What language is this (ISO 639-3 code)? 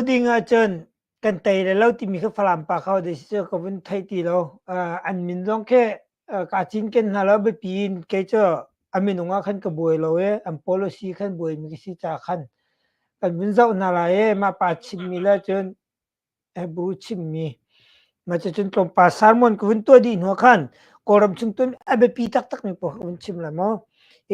cnh